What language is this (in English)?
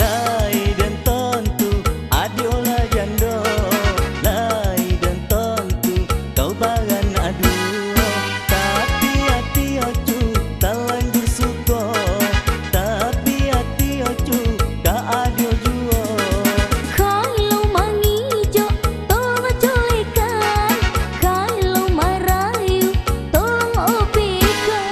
Minangkabau